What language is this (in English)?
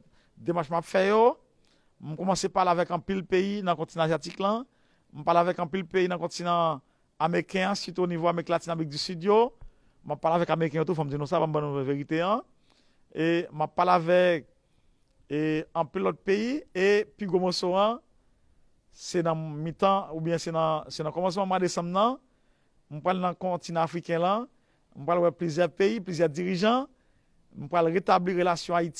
Haitian Creole